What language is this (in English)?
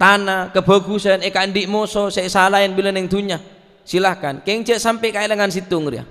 Madurese